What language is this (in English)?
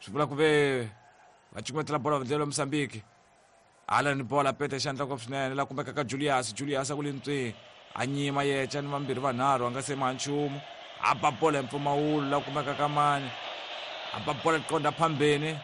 Tsonga